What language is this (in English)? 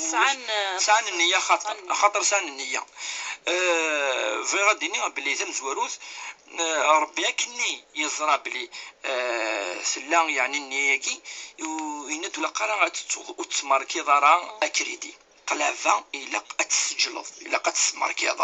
Kabyle